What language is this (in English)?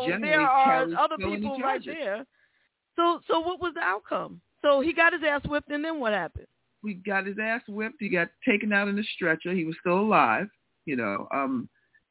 English